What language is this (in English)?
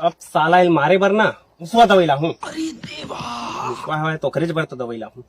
Chhattisgarhi